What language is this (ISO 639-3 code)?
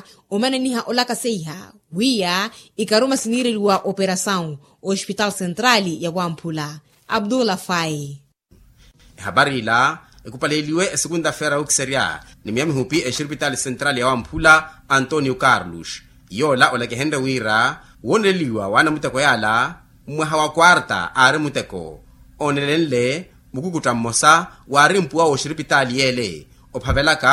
vmw